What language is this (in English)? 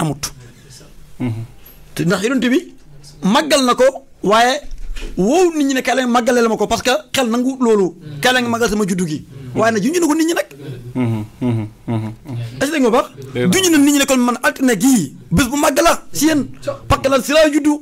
Wolof